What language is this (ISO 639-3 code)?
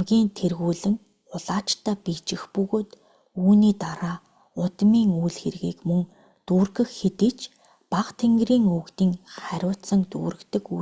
mon